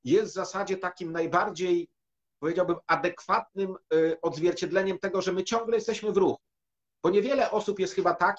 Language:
Polish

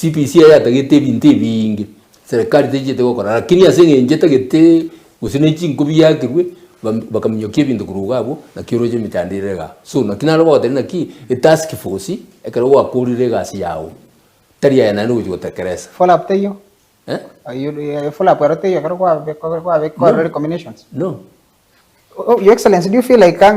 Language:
Gusii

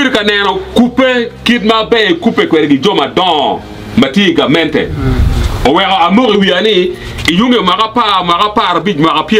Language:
Acoli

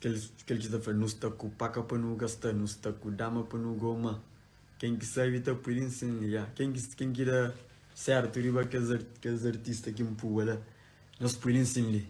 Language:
Kabuverdianu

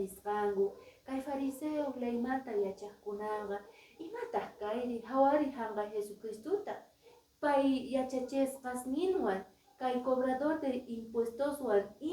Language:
Quechua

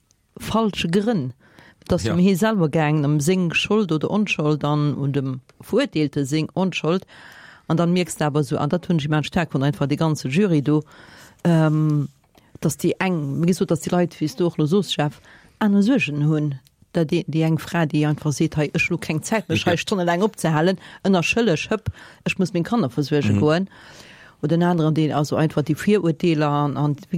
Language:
Luxembourgish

